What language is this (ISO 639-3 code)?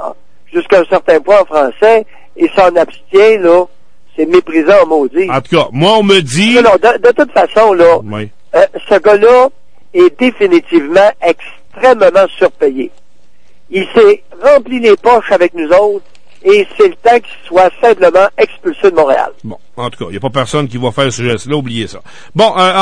fra